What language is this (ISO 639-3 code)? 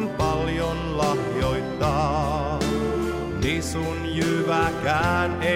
est